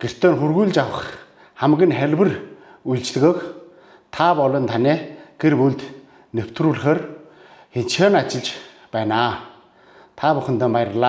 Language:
Mongolian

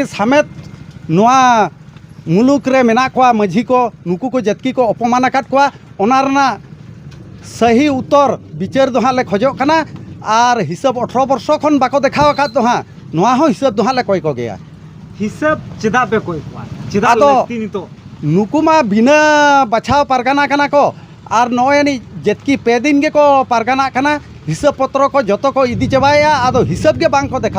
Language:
Santali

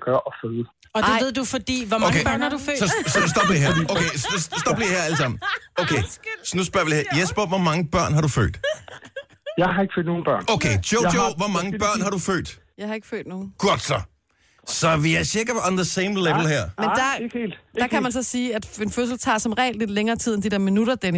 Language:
Danish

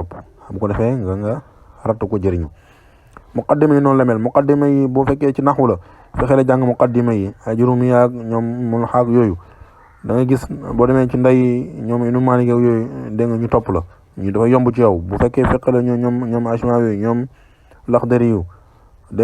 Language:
Wolof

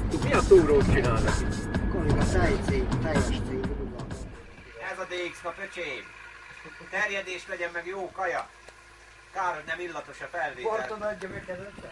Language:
Hungarian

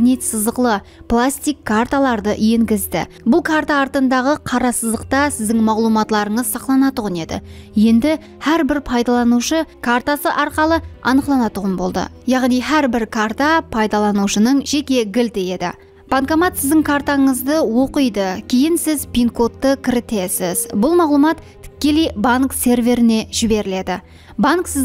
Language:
Kara-Kalpak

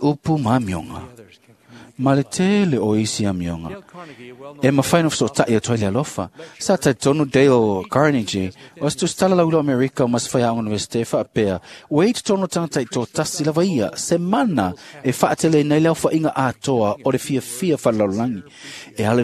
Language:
Samoan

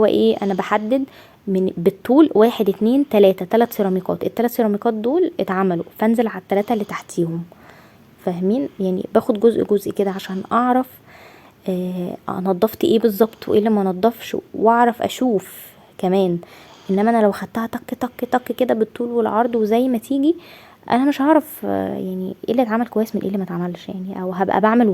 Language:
Egyptian Arabic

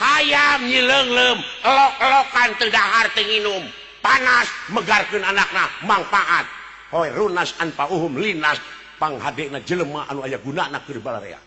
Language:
Sundanese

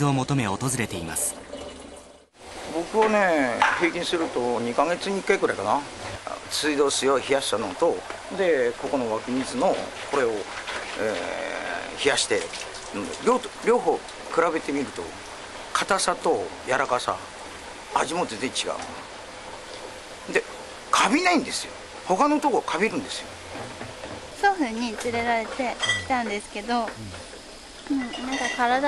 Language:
Japanese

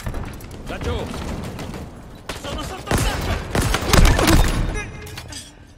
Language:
Italian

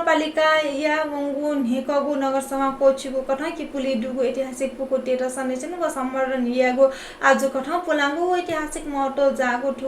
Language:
Newari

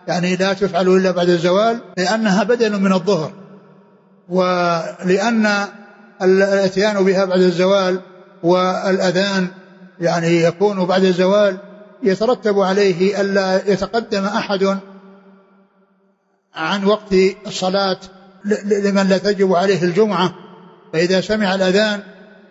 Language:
Arabic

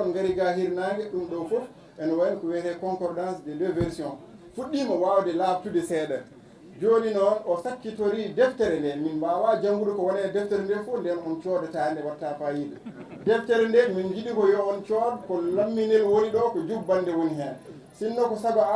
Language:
Fula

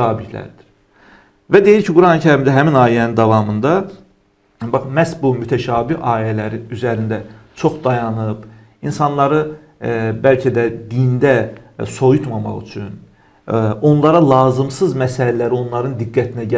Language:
Azerbaijani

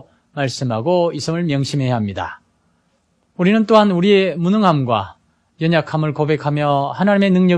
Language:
Korean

